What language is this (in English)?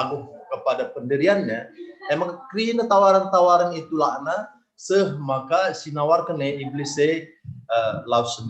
Batak Karo